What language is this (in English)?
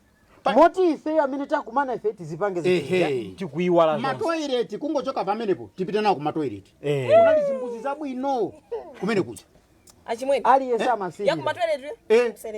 Nyanja